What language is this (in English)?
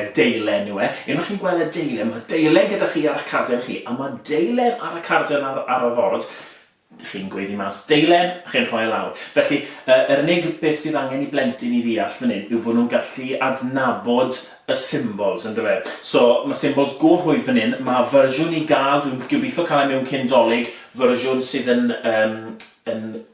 Welsh